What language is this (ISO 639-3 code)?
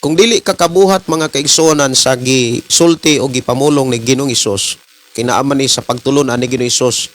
ceb